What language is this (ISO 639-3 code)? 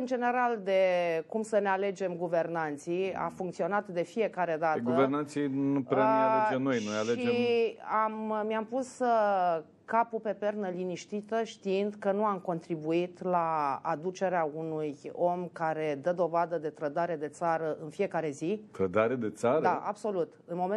ron